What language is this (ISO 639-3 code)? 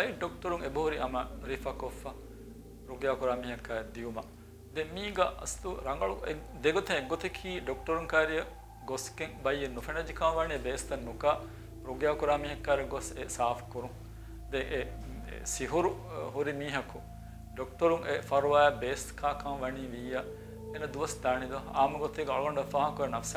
div